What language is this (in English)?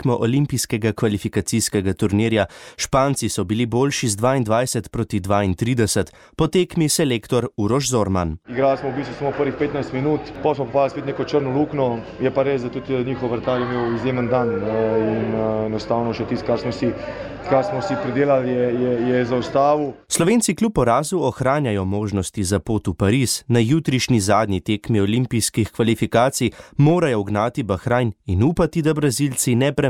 Slovenian